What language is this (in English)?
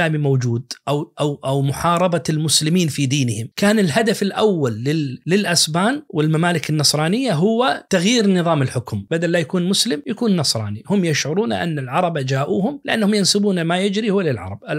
Najdi Arabic